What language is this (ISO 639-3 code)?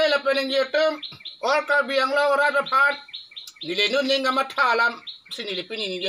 mjw